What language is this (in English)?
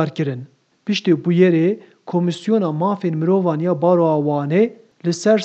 Kurdish